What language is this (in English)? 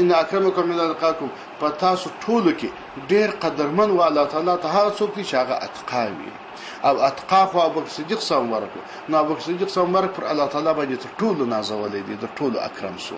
Pashto